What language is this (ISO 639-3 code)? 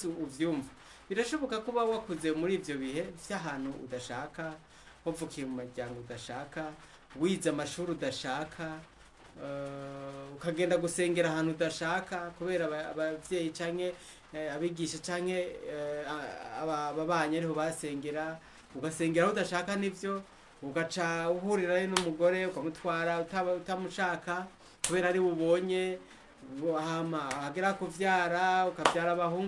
run